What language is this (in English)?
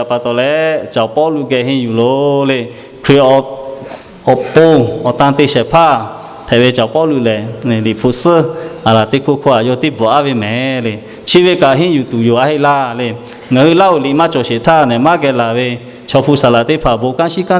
Lahu